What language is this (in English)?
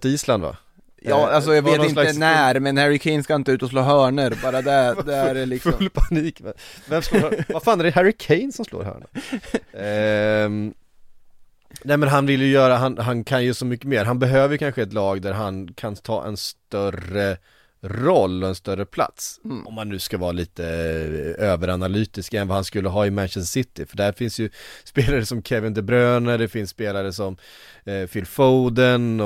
Swedish